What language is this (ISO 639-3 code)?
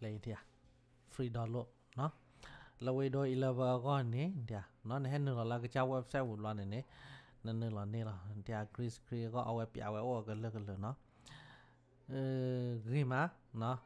ksw